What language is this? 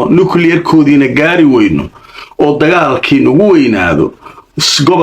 Somali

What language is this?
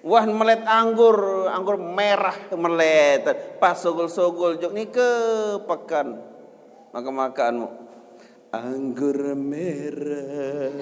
Sasak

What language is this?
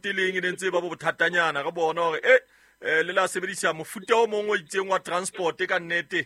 Southern Sotho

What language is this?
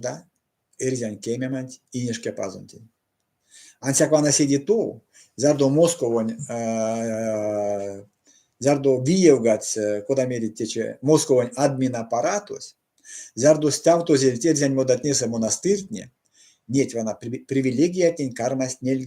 Erzya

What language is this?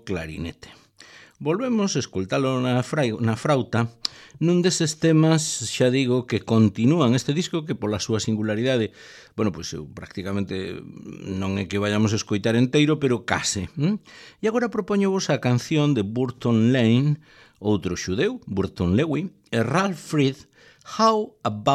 Galician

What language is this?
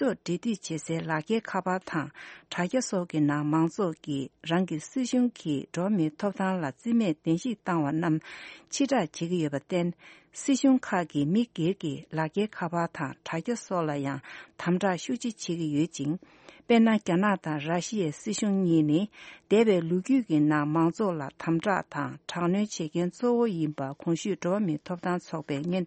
Tibetan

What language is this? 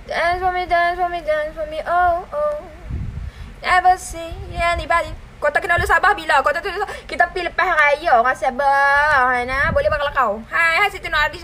Malay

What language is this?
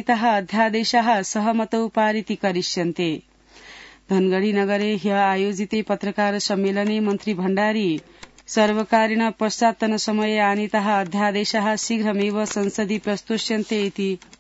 Sanskrit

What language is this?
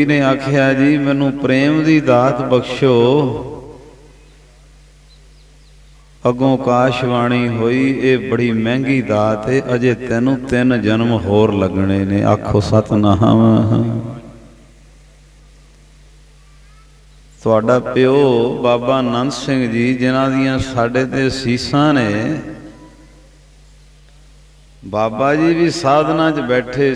Punjabi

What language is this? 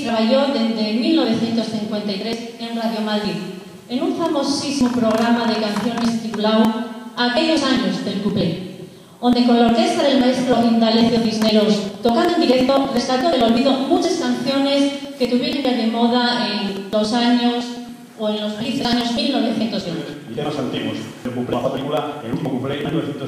Asturian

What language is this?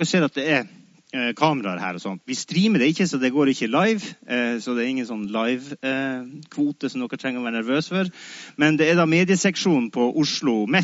Norwegian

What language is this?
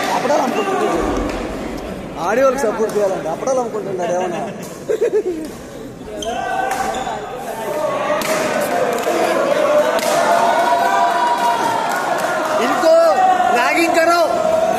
Telugu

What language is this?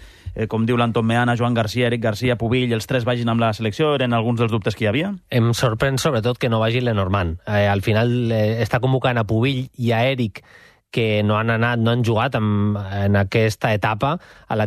Catalan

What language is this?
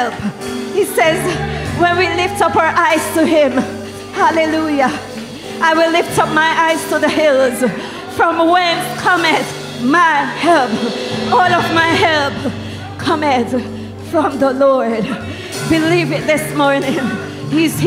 English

